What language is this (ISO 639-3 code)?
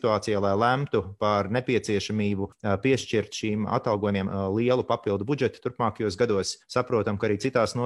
lav